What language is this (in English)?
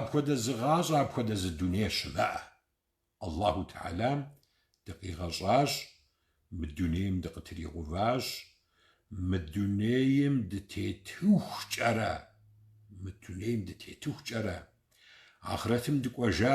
Kabardian